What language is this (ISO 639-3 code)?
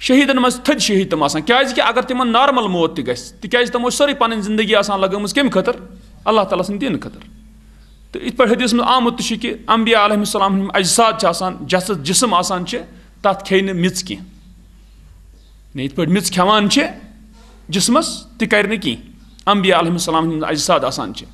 kas